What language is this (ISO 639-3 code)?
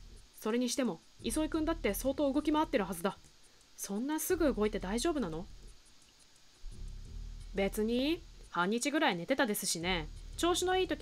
jpn